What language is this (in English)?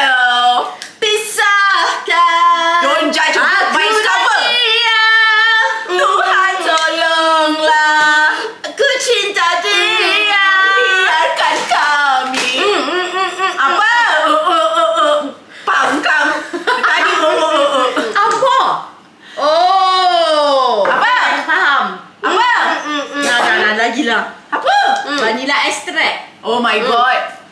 Malay